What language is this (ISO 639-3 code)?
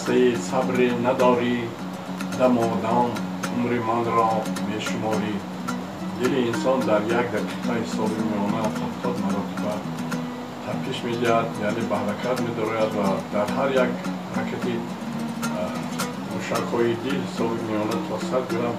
tgk